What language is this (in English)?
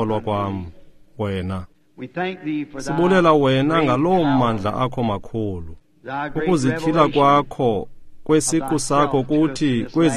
Xhosa